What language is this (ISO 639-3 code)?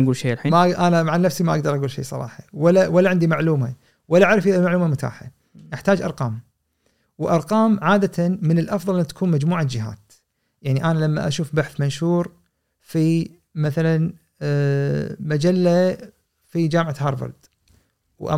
afb